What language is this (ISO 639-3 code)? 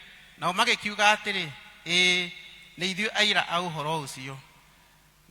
kik